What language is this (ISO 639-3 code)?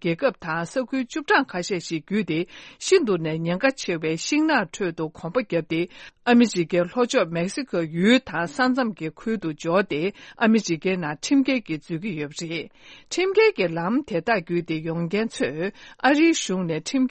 bod